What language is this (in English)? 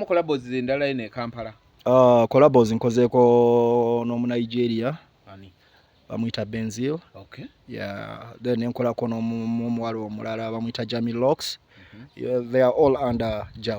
Ganda